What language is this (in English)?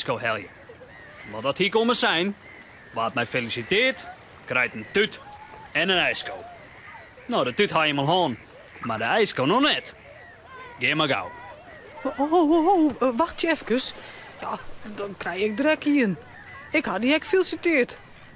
Western Frisian